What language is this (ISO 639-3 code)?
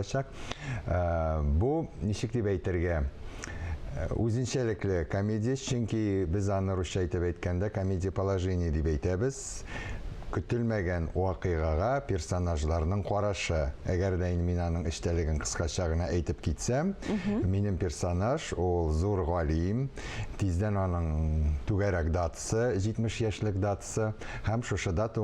tat